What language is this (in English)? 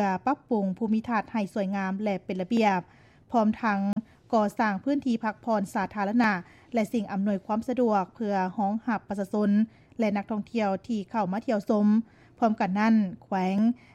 Lao